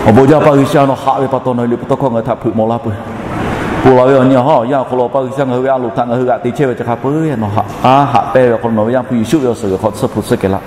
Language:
Lahu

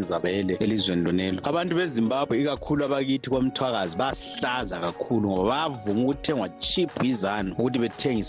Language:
North Ndebele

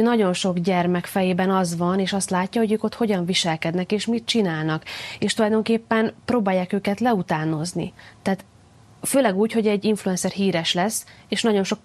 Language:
Hungarian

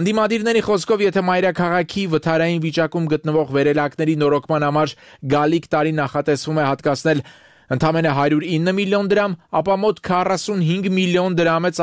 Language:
Armenian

